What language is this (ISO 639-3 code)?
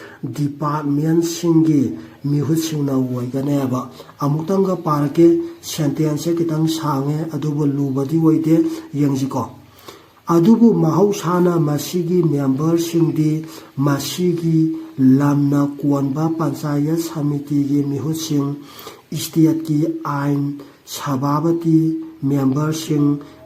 mni